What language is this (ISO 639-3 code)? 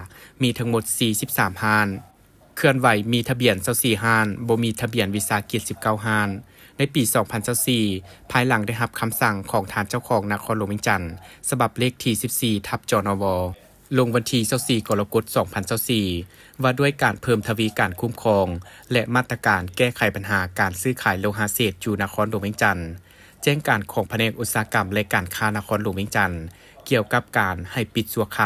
lao